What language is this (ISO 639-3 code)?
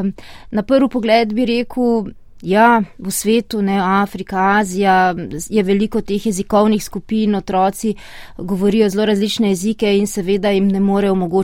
slv